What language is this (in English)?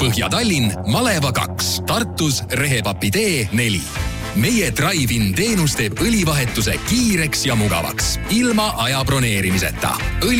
Estonian